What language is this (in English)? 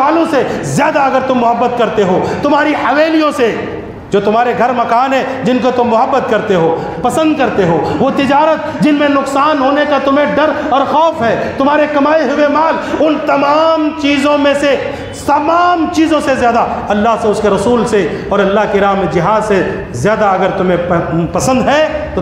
Urdu